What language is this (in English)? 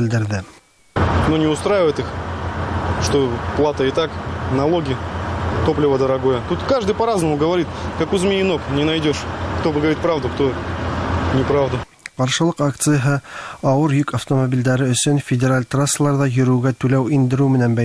Tatar